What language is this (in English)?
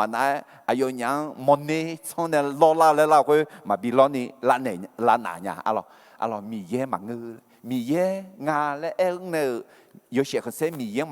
Akha